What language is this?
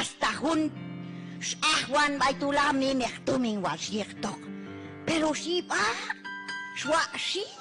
Q'anjob'al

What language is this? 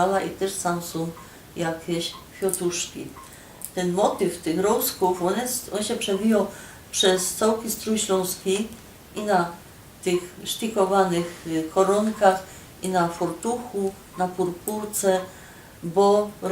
Silesian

